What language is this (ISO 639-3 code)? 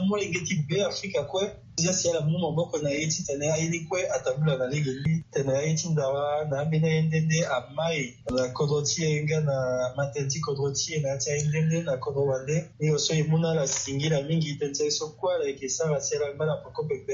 sag